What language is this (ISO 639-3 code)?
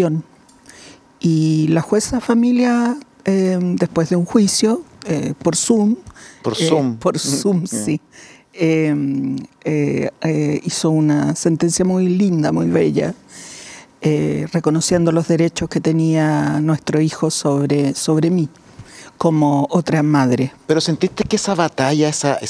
spa